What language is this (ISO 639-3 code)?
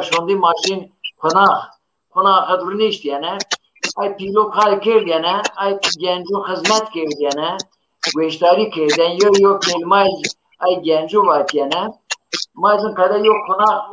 zza